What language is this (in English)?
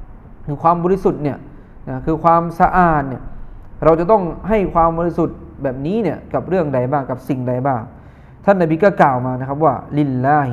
Thai